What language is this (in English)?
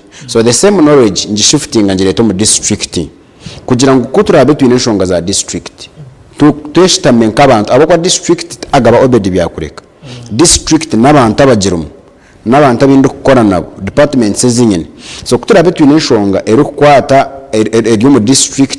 Nyankole